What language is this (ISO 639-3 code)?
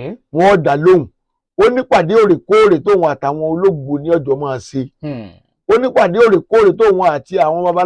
yor